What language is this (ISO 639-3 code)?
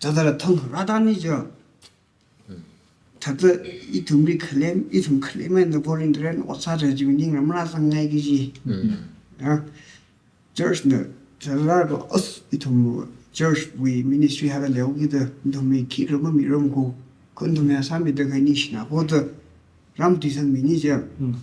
nmf